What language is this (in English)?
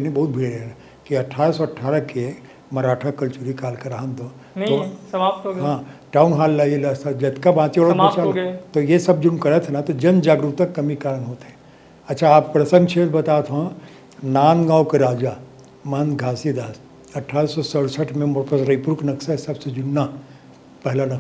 Chhattisgarhi